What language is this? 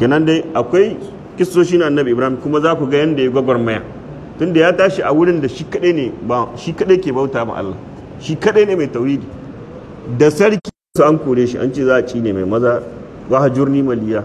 Hausa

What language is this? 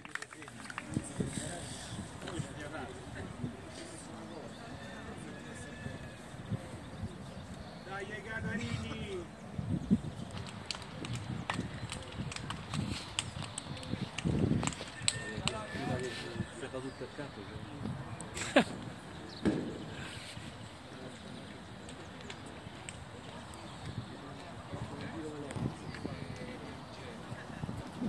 Italian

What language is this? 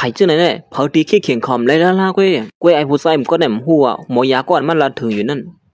Shan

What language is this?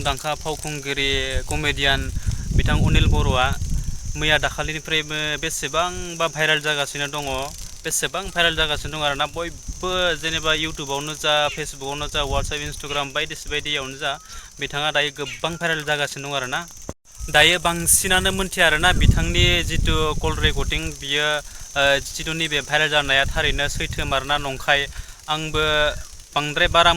Bodo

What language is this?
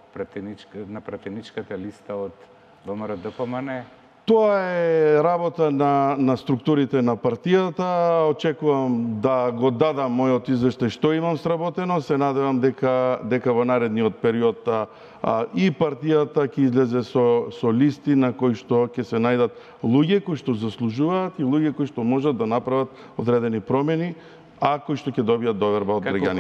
Macedonian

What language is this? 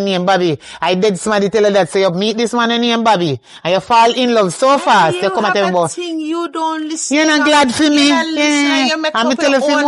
Jamaican Creole English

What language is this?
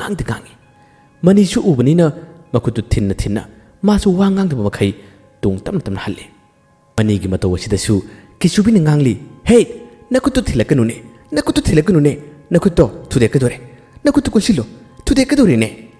Manipuri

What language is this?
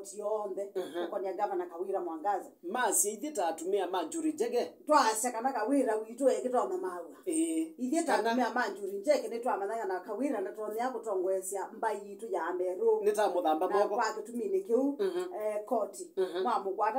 Kamba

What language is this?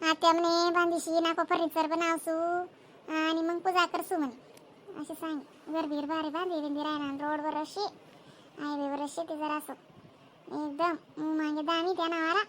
Khandesi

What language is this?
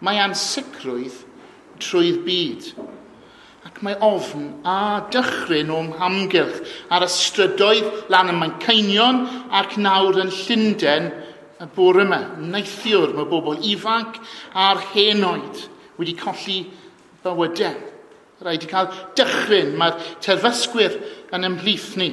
Welsh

